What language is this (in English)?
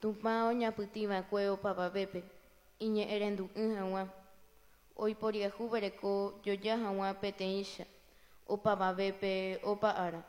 Guarani